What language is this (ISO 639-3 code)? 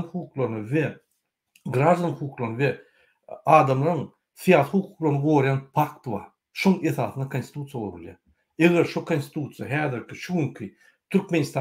tuk